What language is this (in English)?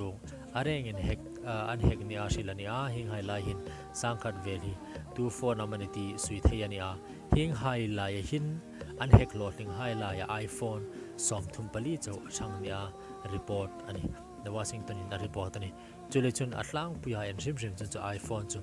Hmar